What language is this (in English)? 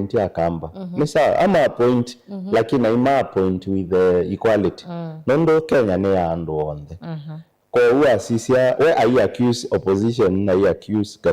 Kamba